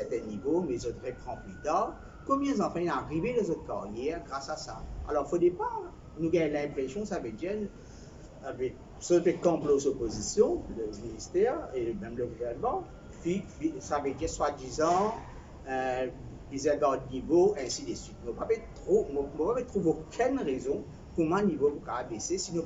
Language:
Morisyen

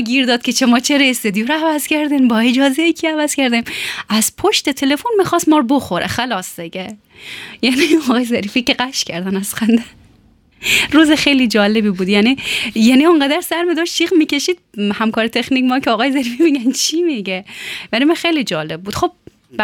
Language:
Persian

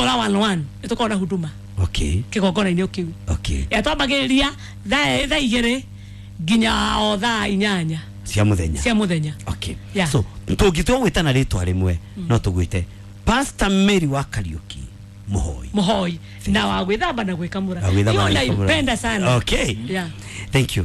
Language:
Kikuyu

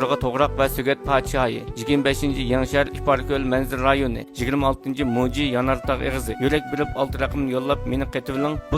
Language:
Uyghur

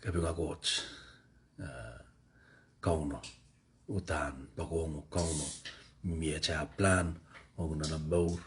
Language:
Pohnpeian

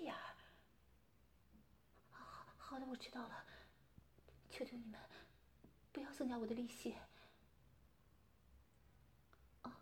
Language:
Chinese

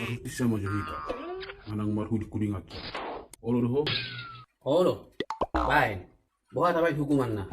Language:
Batak Toba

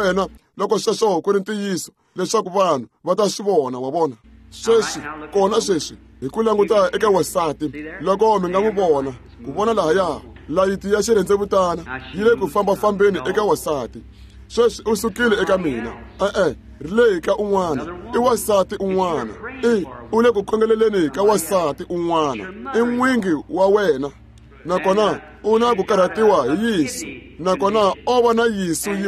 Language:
Tsonga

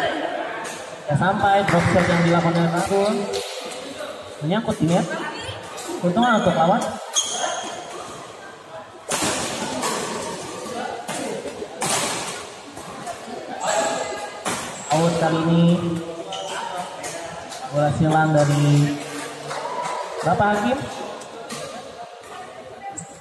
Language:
Indonesian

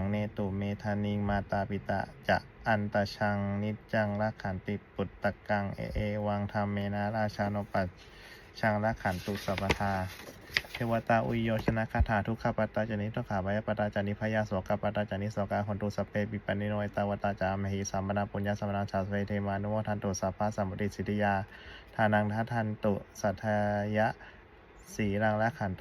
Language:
Pali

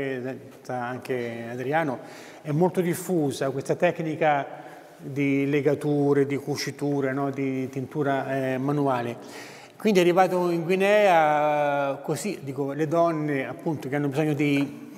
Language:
Italian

